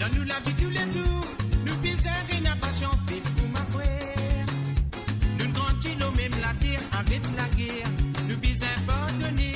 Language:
Morisyen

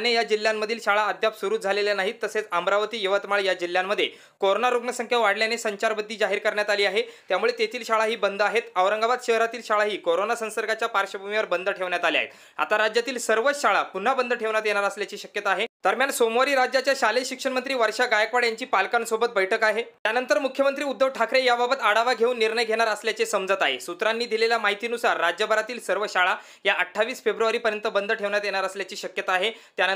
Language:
Marathi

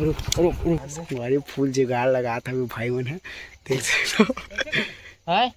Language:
Chhattisgarhi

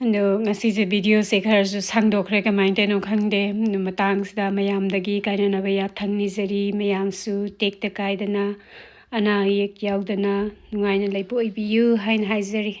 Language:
Manipuri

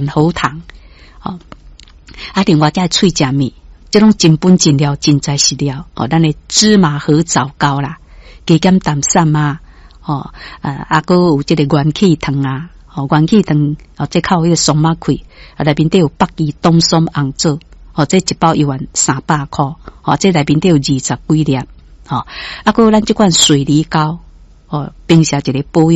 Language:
Min Nan Chinese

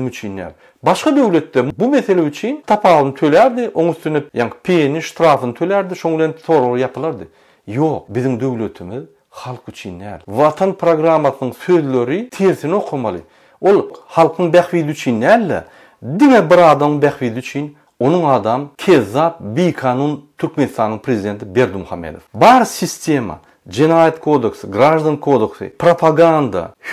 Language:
Turkmen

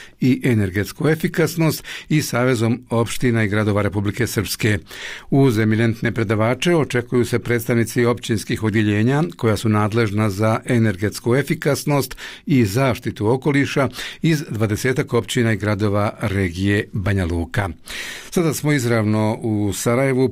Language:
Bosnian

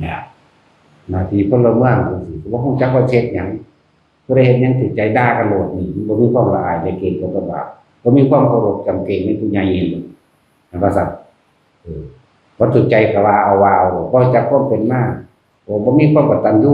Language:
Northeastern Thai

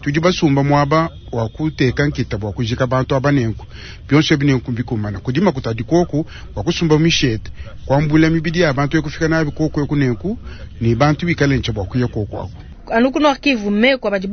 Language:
Luba-Lulua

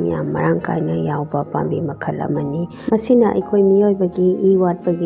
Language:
Manipuri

